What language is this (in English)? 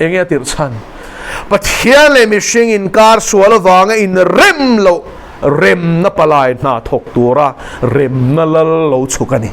Mizo